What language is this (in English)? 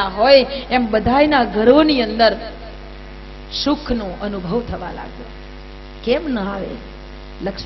Gujarati